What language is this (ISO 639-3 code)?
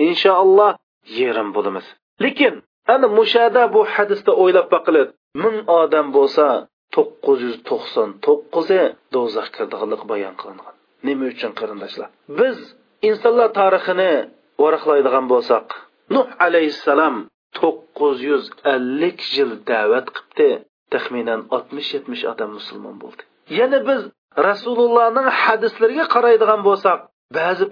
uig